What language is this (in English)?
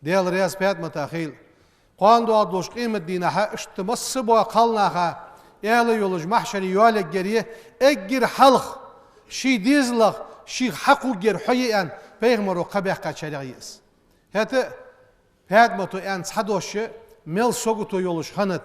Ingush